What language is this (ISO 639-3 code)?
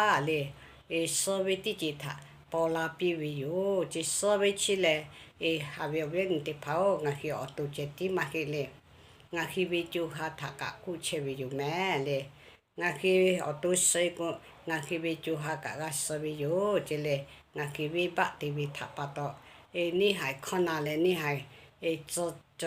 lhu